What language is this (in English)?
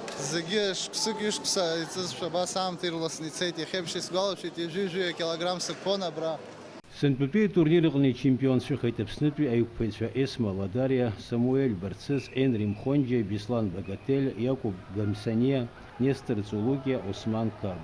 Abkhazian